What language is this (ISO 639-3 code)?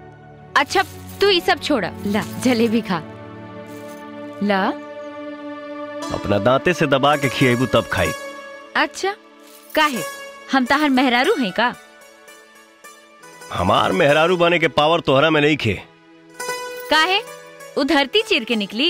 bho